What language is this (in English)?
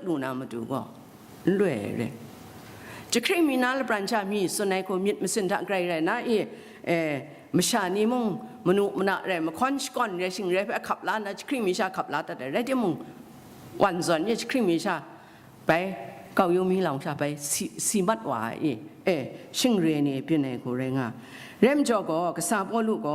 Kachin